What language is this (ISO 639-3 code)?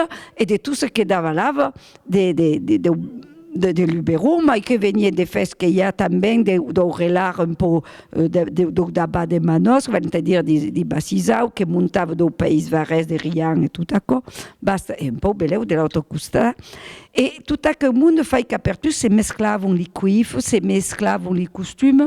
oci